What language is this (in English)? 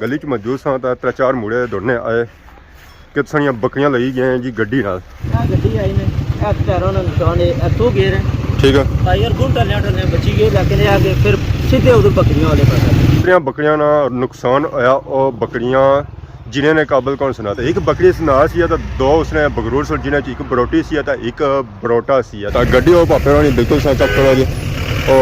Pahari-Potwari